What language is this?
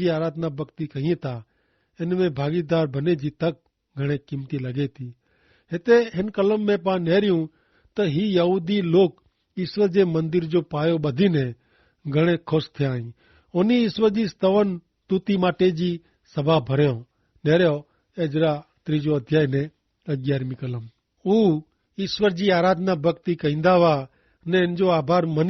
Kachhi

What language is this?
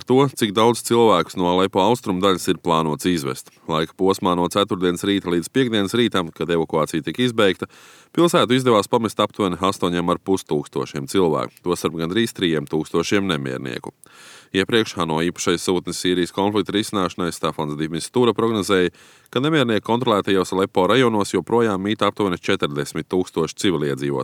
Latvian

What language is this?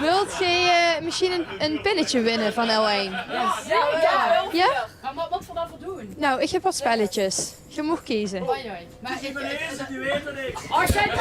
Limburgish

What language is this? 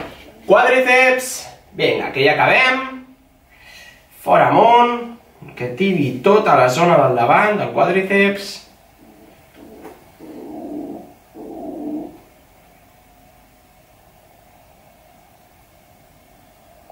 Catalan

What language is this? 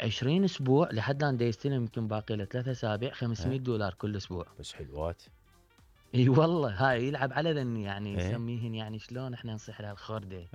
Mesopotamian Arabic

